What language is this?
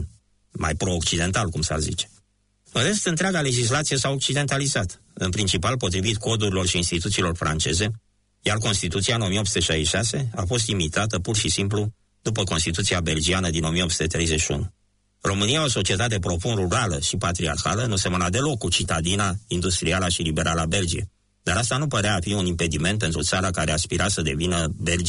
Romanian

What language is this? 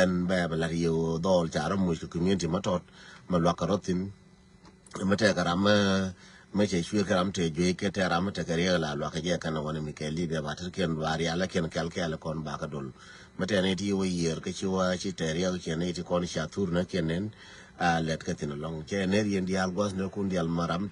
Nuer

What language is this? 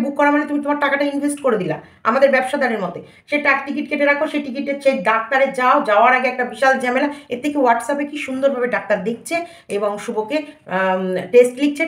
Bangla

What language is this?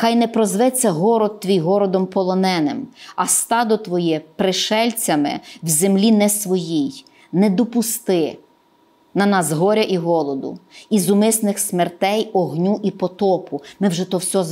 Ukrainian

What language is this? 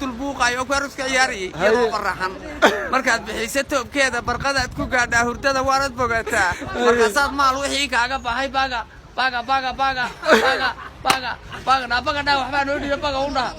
Somali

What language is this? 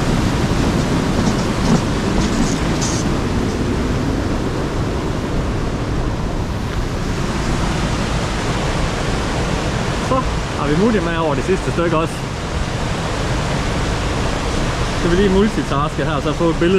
Danish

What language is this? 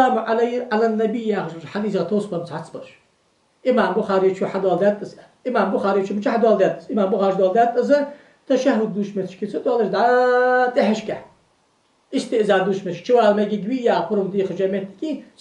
Ingush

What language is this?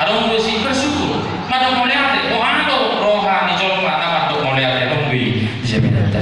Batak Toba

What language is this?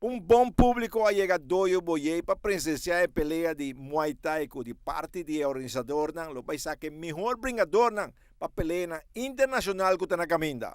Papiamento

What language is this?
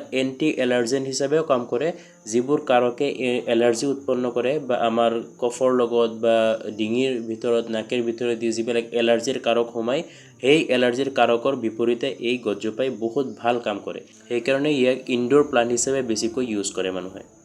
Assamese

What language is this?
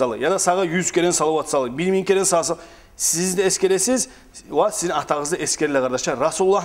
Kumyk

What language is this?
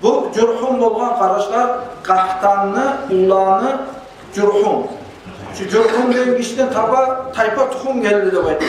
Kumyk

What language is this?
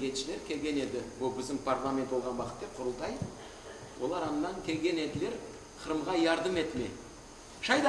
Crimean Tatar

